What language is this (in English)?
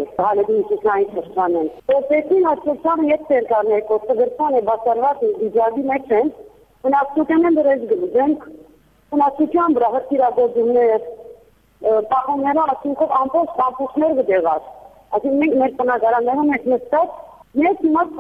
Armenian